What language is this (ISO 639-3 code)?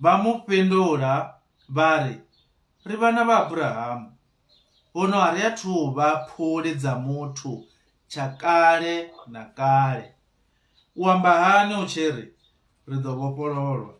ven